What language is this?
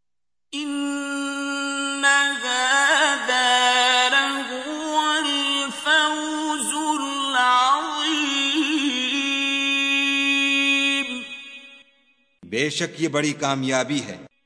Urdu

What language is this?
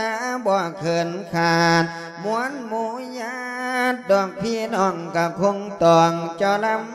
Lao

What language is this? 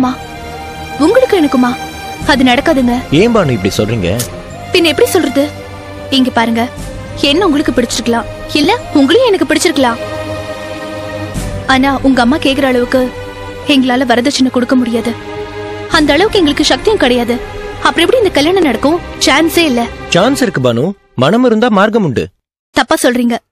Tamil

